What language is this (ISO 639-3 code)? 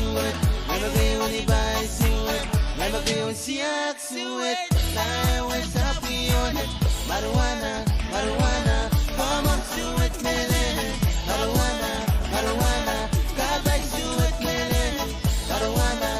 pon